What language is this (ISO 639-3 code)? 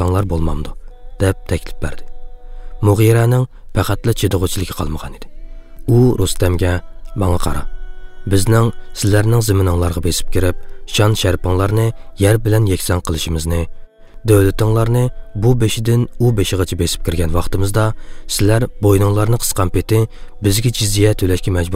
uig